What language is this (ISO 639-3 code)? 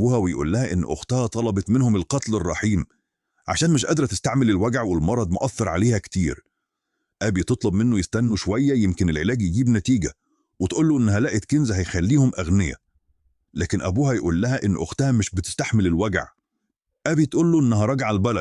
arz